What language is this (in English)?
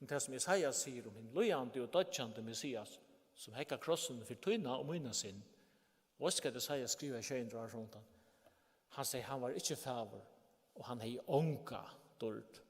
Faroese